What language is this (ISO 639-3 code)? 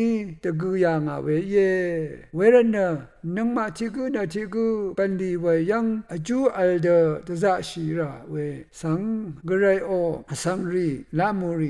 raw